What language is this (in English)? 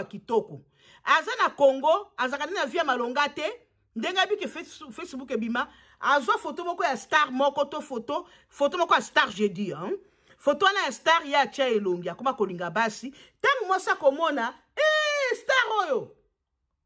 Lingala